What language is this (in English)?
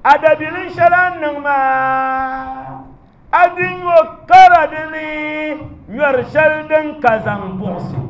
Dagbani